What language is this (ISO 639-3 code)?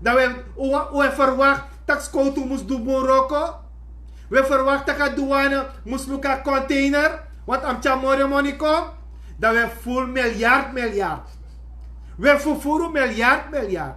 srn